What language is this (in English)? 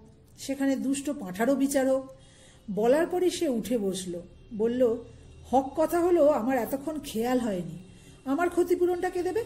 Bangla